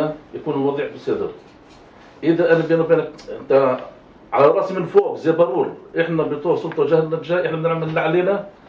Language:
North Levantine Arabic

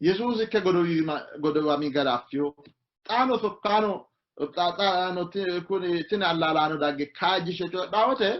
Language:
Sidamo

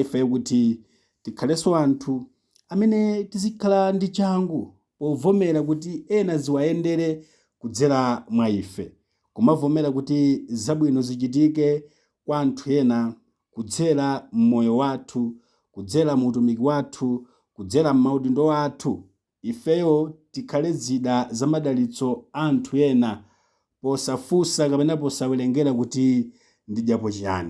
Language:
Nyanja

